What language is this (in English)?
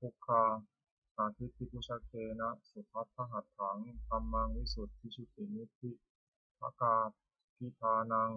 Pali